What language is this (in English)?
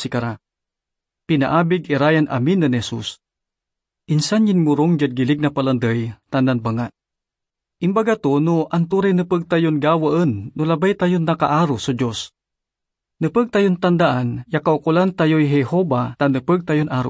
Pangasinan